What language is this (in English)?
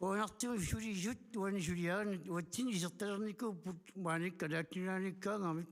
Kalaallisut